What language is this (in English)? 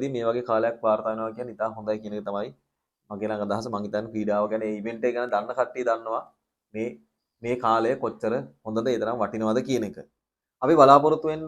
Sinhala